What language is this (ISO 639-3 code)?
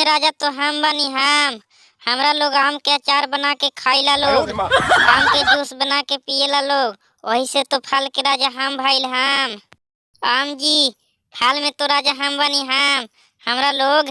bho